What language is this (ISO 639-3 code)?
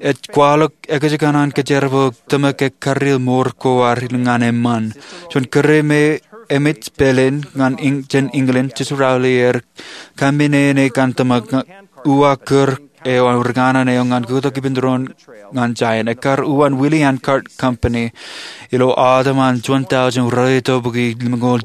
mah